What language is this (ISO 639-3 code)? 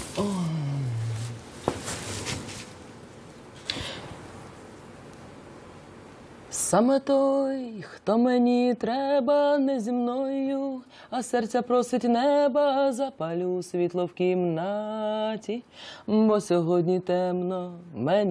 ukr